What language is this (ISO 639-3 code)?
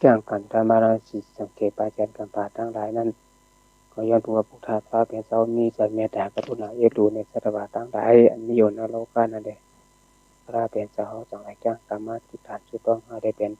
shn